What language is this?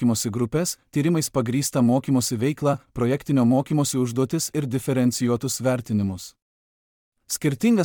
Lithuanian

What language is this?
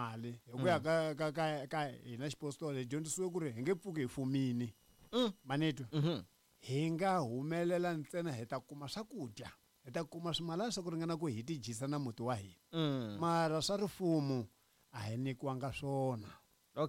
Tsonga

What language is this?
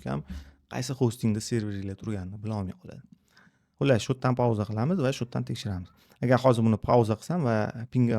Uzbek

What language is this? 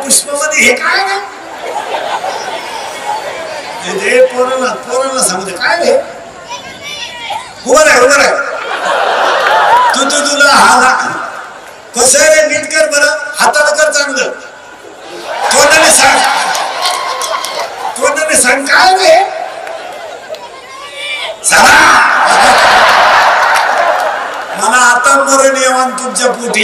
Marathi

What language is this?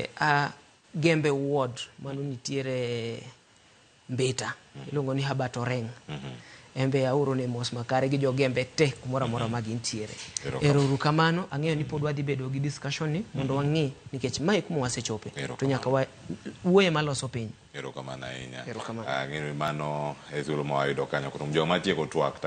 Luo (Kenya and Tanzania)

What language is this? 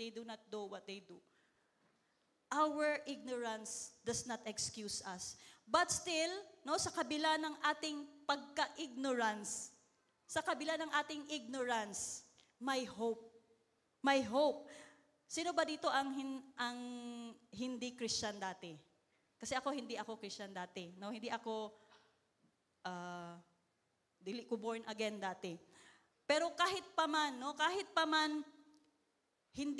Filipino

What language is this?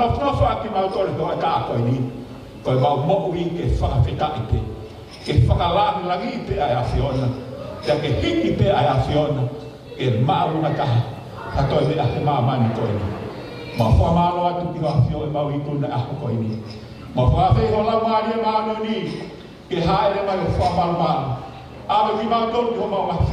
Tongan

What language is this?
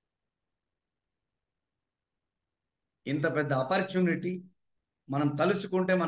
Telugu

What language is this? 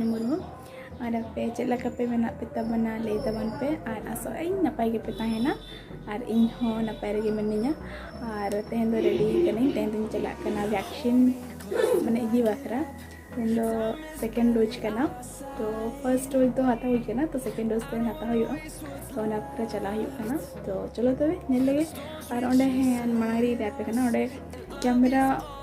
Santali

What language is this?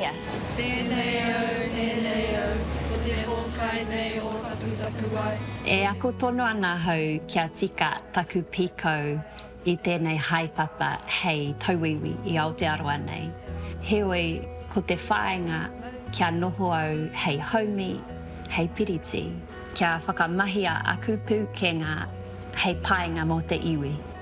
Māori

